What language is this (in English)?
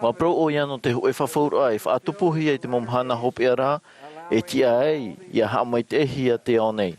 Tahitian